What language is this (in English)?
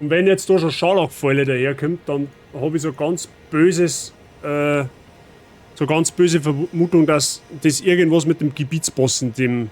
Bavarian